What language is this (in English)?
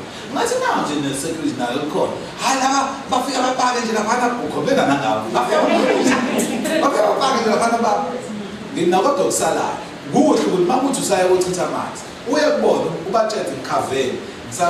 Zulu